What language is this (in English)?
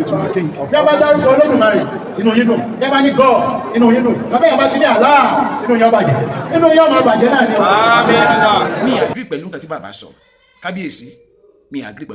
Yoruba